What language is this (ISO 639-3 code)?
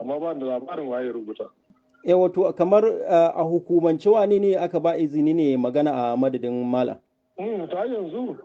hau